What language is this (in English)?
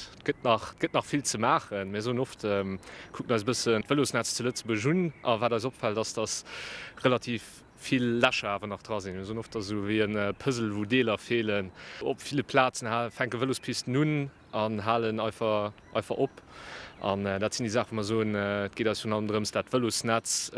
Luxembourgish